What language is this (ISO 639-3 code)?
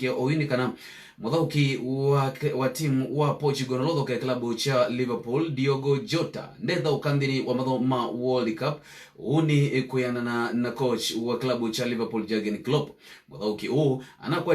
kam